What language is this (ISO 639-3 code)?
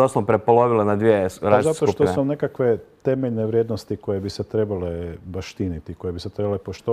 hrv